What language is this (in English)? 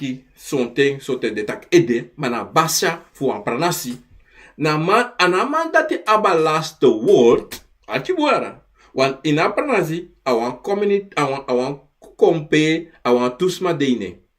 Sranan Tongo